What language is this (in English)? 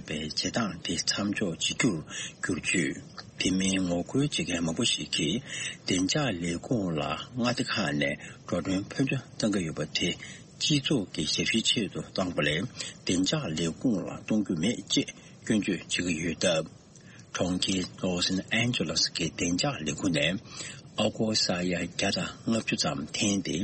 Tibetan